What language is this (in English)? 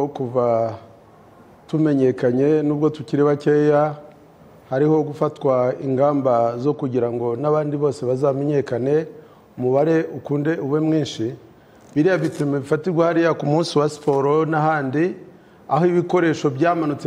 Kinyarwanda